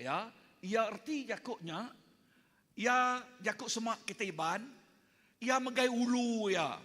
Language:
Iban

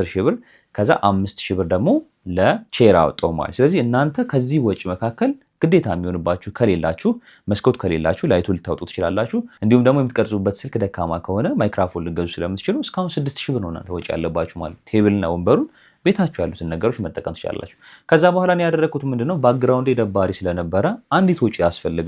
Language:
Amharic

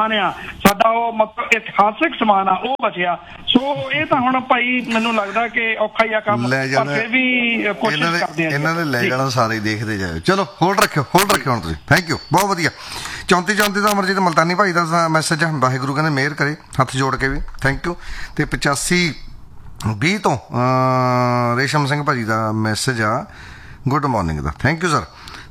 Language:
Punjabi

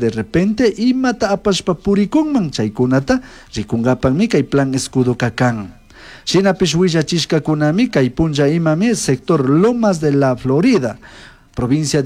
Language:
Chimborazo Highland Quichua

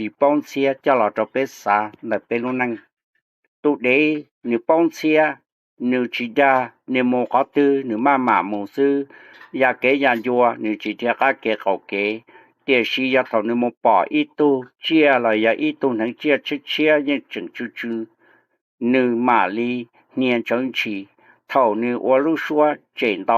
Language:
Hmong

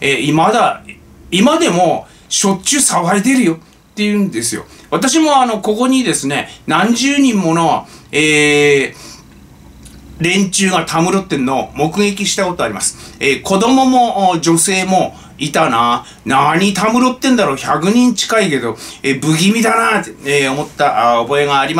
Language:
Japanese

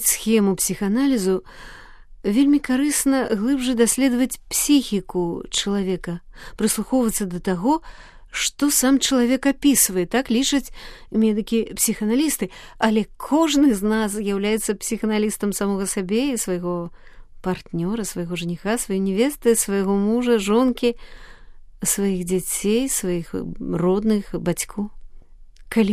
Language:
Belarusian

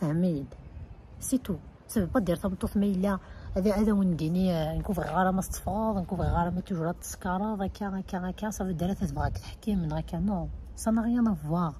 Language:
Kabyle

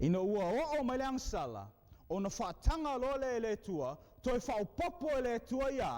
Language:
Samoan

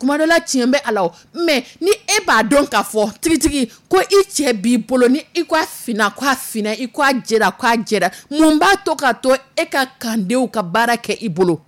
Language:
Dyula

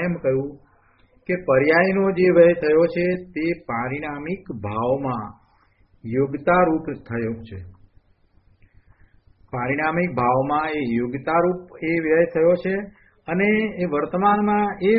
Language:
Gujarati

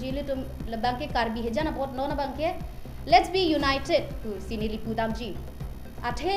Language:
Karbi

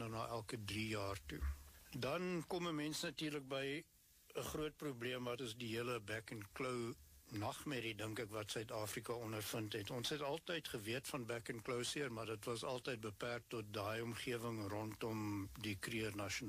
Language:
Afrikaans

